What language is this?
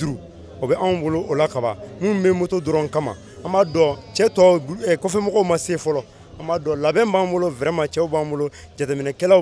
Bambara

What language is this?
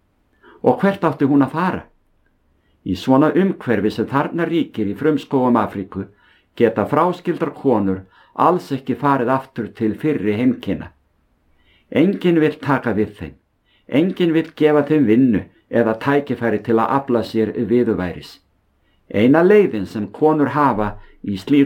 Icelandic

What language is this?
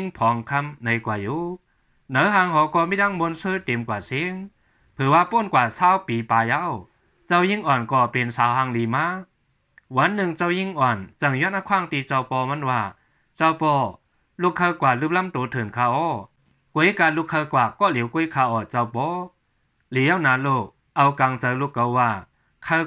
Shan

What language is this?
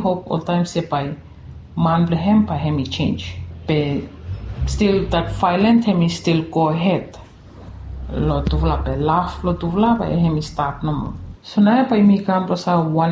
Bislama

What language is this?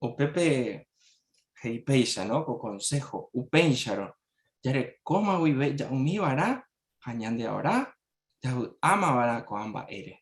Guarani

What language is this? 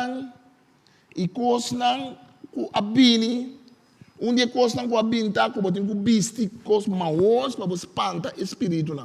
Papiamento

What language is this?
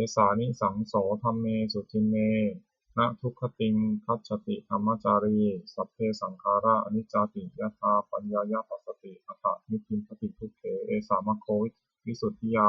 Pali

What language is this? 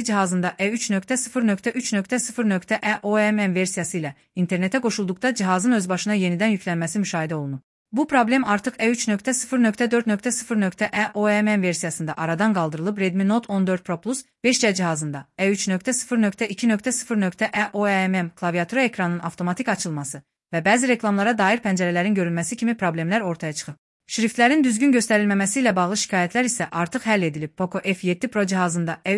Azerbaijani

